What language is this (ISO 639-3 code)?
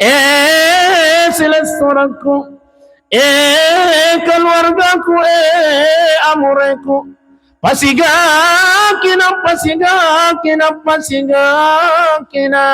bug